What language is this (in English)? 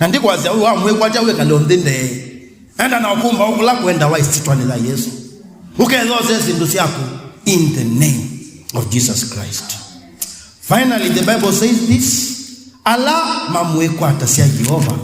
Kamba